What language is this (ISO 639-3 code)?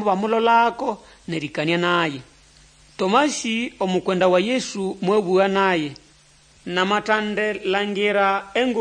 nnb